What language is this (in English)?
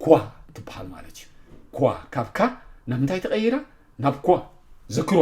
Tigrinya